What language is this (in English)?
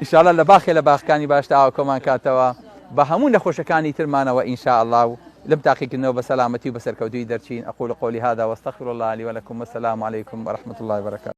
Central Kurdish